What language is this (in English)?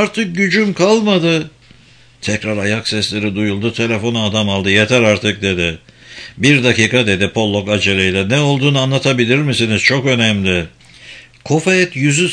Turkish